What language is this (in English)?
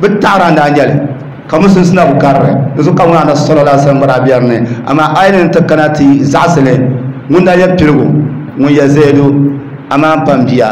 Dagbani